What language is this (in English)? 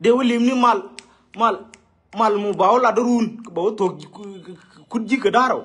Nuer